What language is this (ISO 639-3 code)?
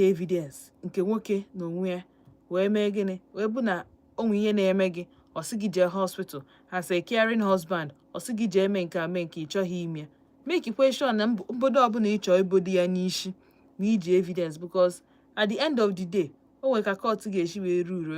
ibo